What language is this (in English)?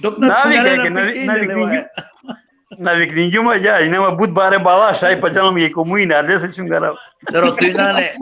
Balkan Romani